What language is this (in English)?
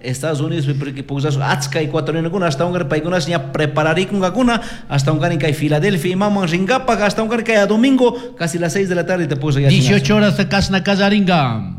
Chimborazo Highland Quichua